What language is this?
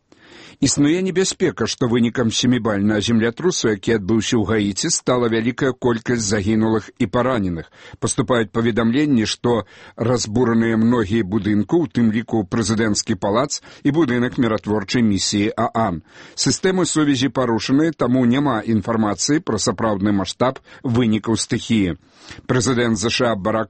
Belarusian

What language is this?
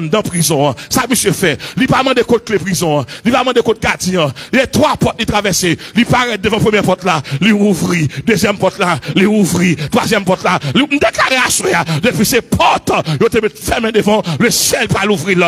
Haitian Creole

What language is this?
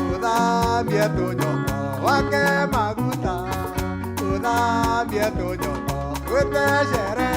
Meru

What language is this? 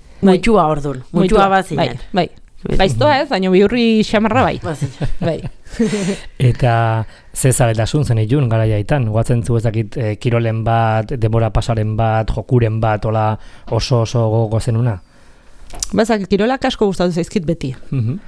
Basque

